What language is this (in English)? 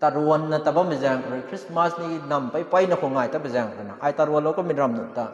Rongmei Naga